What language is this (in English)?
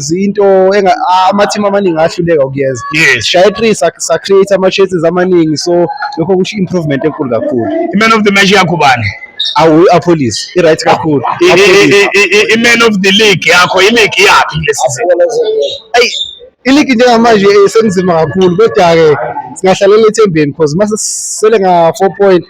Zulu